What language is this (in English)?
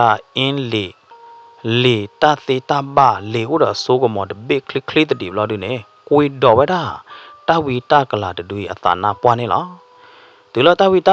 S'gaw Karen